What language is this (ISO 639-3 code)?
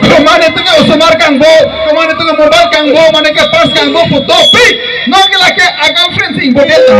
mjw